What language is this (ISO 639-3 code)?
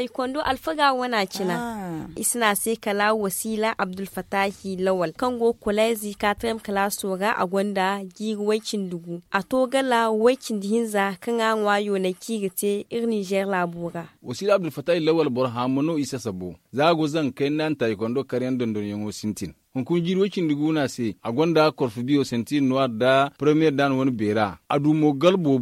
dje